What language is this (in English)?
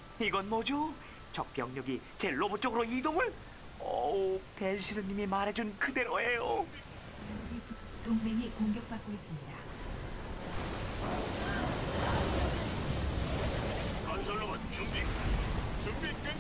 Korean